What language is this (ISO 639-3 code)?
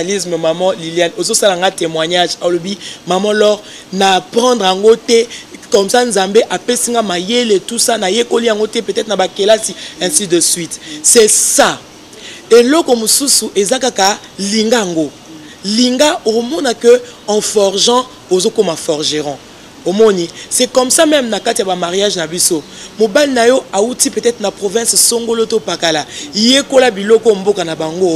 lin